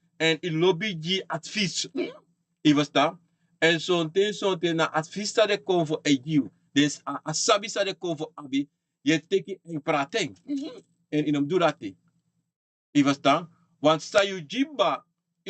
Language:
Sranan Tongo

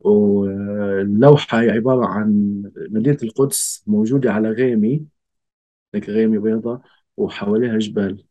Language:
North Levantine Arabic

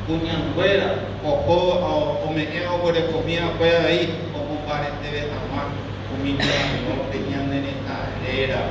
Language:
Guarani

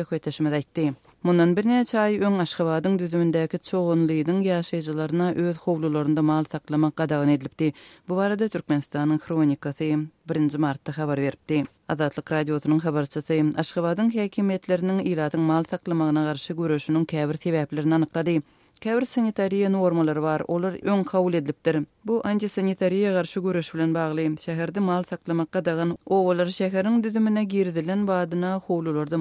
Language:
Turkmen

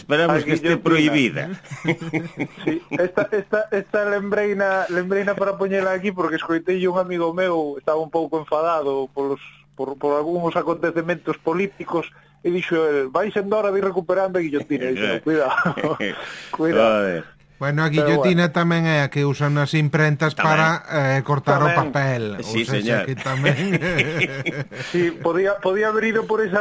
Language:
Galician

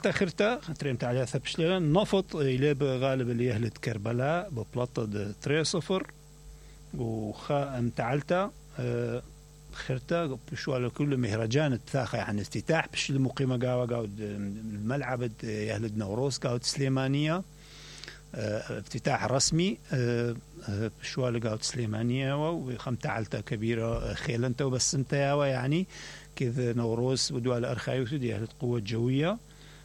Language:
Mesopotamian Arabic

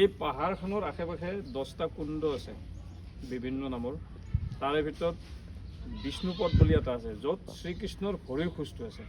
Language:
Assamese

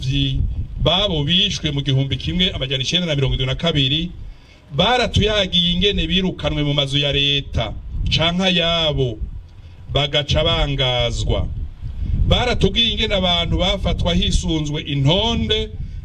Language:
Rundi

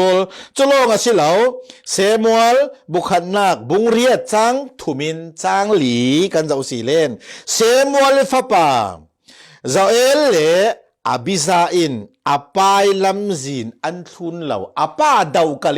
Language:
Falam Chin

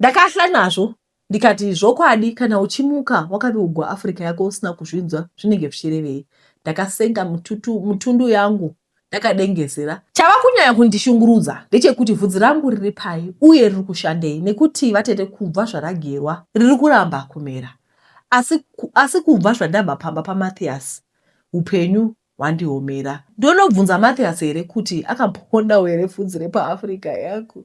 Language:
Shona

